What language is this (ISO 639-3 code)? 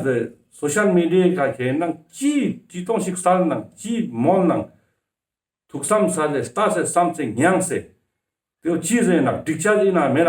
lbj